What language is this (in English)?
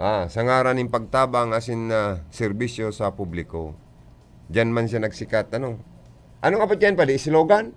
Bikol